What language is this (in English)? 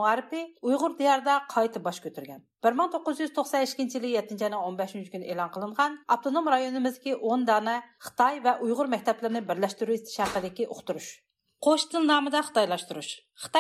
Uyghur